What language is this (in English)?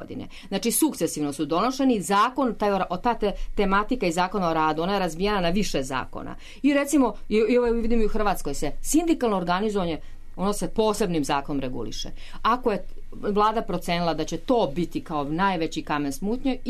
Serbian